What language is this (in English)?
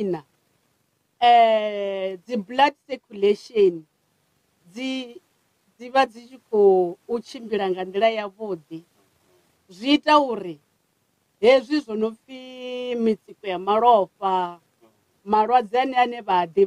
Venda